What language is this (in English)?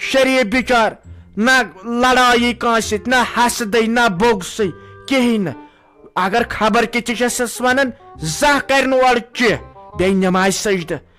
Kashmiri